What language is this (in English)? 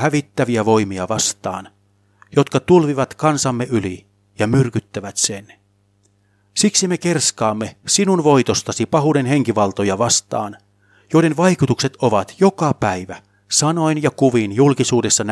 Finnish